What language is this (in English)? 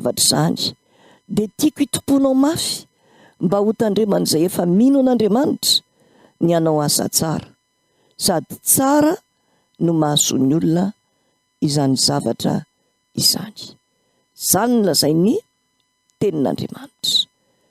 Malagasy